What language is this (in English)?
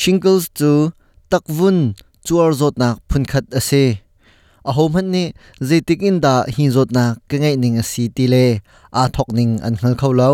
Hakha Chin